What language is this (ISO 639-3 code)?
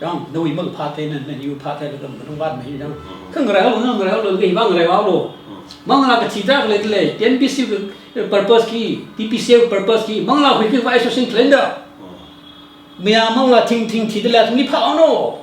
nmf